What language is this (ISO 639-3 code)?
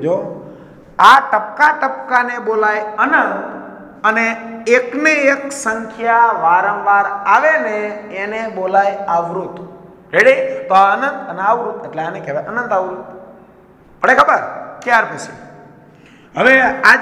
guj